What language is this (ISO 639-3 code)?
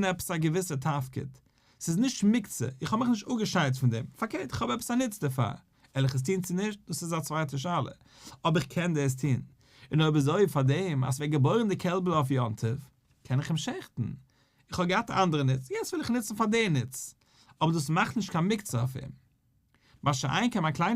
yid